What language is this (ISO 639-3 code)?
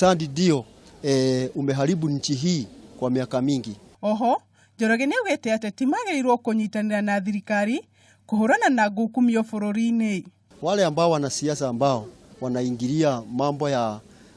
kik